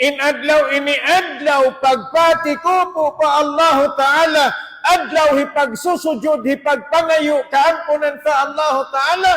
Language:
Tausug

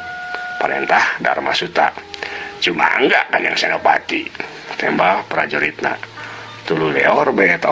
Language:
Sundanese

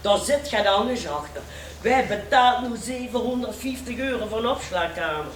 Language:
Limburgish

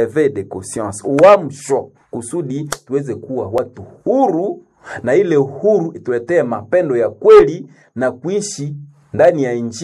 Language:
Swahili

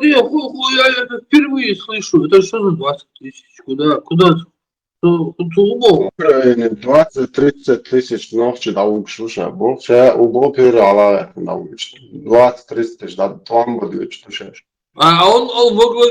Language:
Chechen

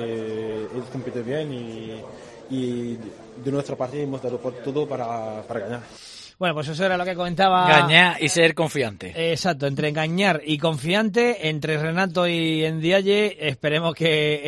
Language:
Spanish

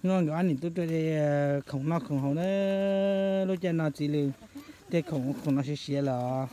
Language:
Hmong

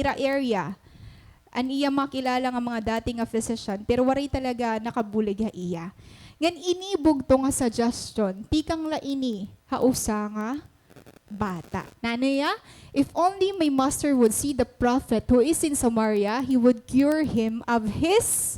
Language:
Waray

